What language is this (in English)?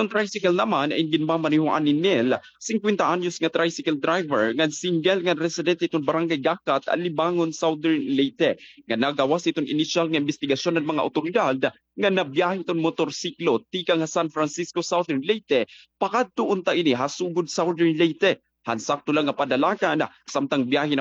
Waray